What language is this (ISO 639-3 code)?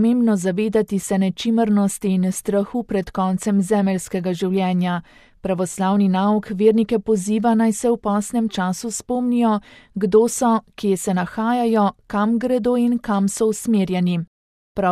slv